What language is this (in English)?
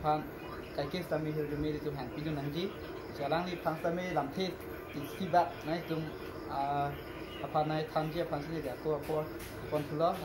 Karbi